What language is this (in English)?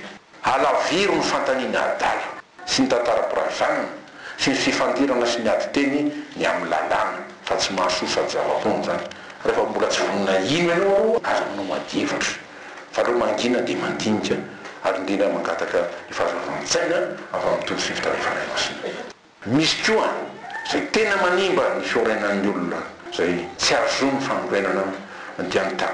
Malagasy